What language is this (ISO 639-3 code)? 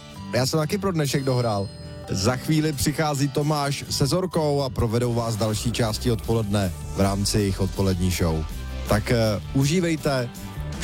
ces